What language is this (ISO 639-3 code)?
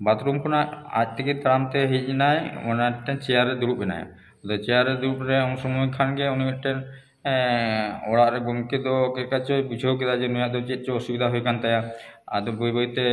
sat